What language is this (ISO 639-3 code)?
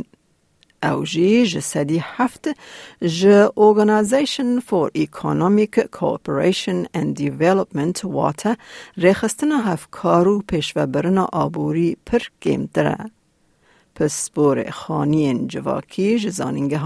kur